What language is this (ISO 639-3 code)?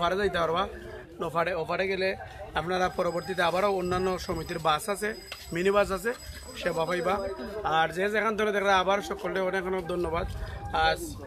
syl